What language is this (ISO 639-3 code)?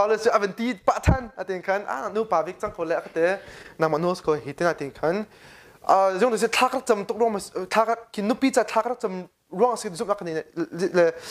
cnh